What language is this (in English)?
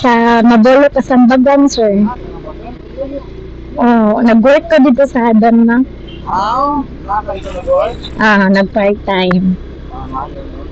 Cebuano